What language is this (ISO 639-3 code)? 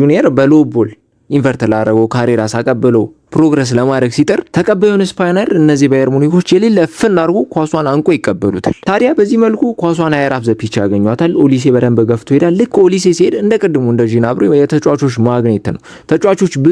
amh